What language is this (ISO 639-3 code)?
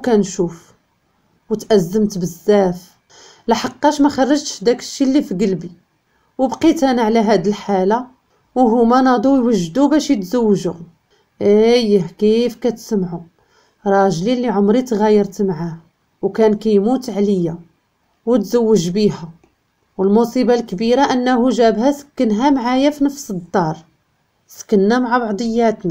ary